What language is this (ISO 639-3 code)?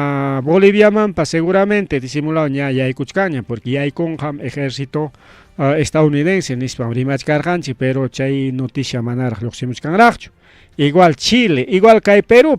quy